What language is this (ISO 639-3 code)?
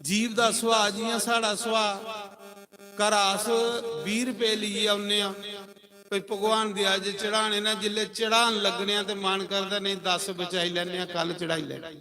doi